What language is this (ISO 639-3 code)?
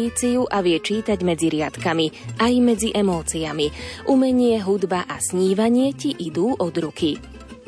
slk